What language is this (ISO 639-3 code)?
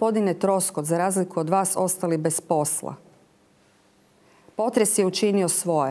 hrv